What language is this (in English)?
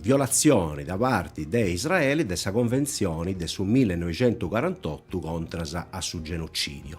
Sardinian